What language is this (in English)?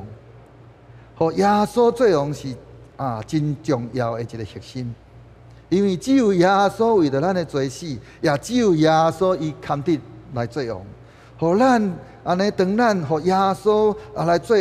Min Nan Chinese